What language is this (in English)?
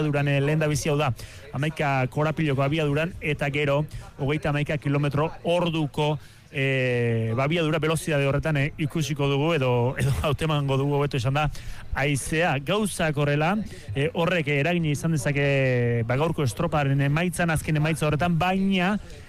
Basque